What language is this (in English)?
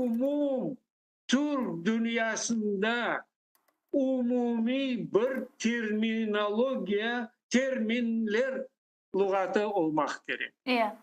Crimean Tatar